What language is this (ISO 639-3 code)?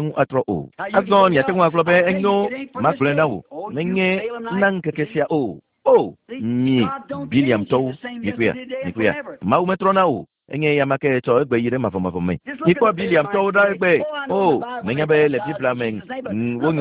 ewe